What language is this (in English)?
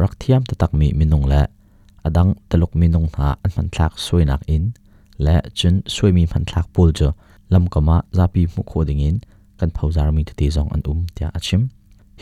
Hakha Chin